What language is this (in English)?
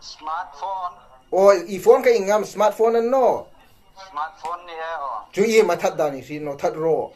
Hmar